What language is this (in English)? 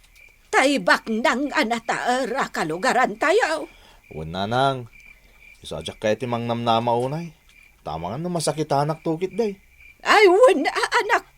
Iloko